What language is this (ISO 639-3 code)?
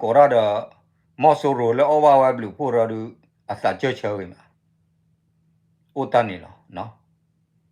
ksw